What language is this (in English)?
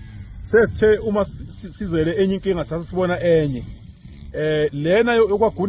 Zulu